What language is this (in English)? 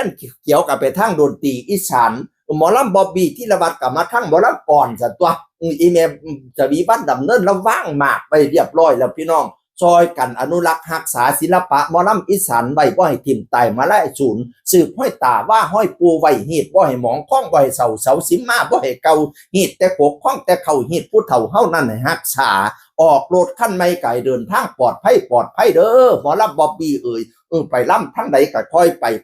Northeastern Thai